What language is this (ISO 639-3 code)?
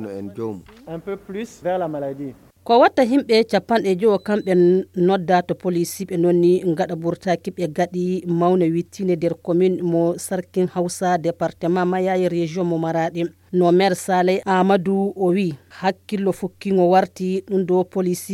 fuv